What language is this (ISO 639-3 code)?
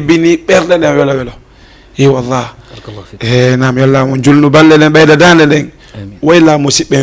ful